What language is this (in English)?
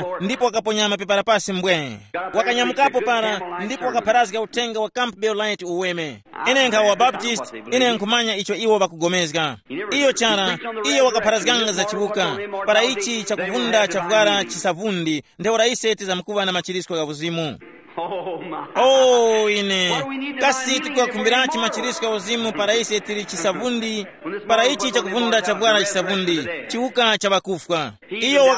Tumbuka